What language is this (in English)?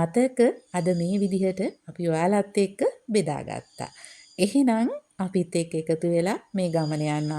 Sinhala